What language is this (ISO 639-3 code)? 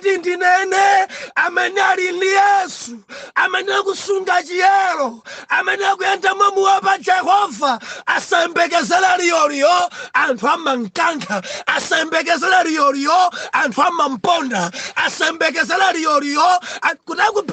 nya